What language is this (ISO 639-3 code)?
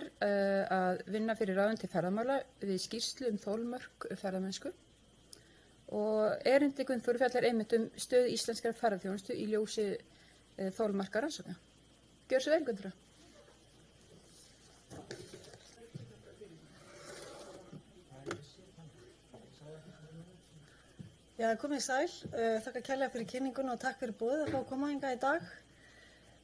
isl